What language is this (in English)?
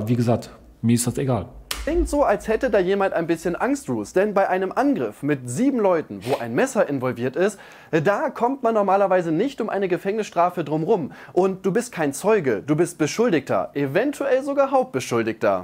German